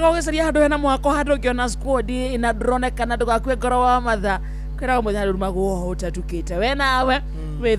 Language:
Kikuyu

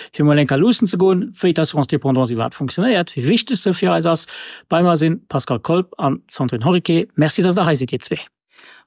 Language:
Luxembourgish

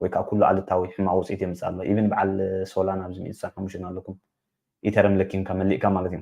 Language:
Tigrinya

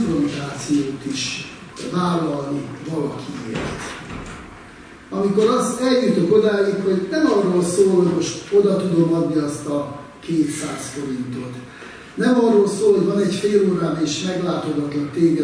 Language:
Hungarian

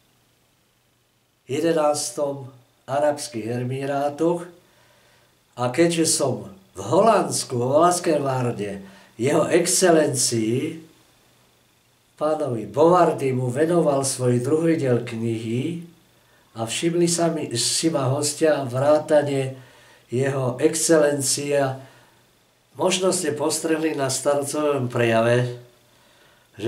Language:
Slovak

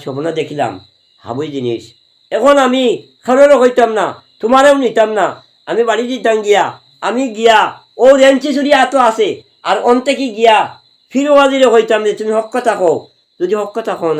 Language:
Sylheti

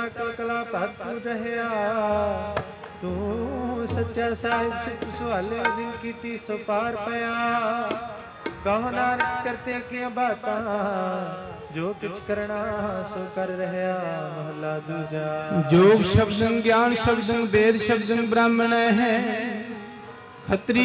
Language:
Punjabi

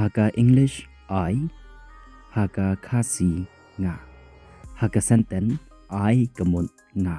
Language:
Khasi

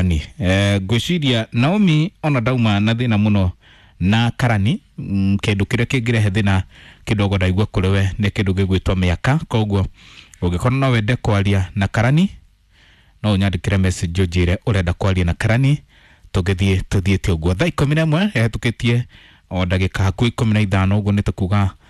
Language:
Kikuyu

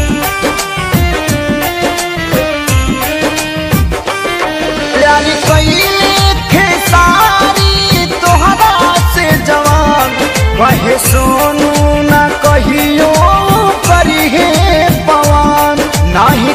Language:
Bhojpuri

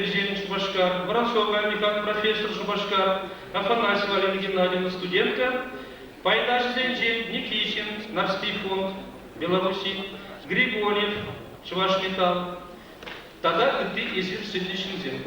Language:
Chuvash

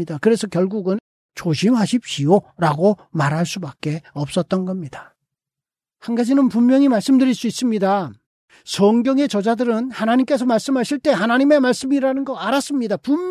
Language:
Korean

